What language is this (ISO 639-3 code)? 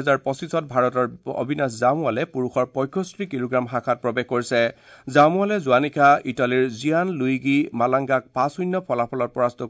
asm